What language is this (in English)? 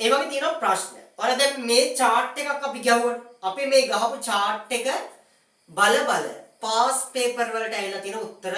Sinhala